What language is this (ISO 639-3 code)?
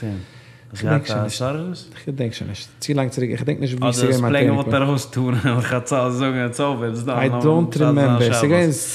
yid